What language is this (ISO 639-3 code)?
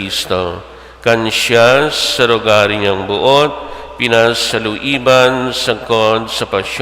bik